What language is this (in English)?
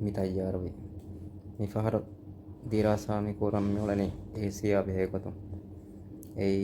Divehi